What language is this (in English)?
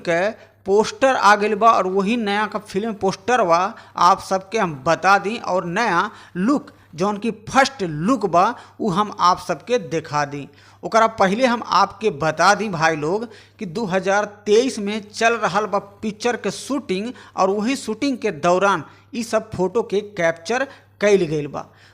Bhojpuri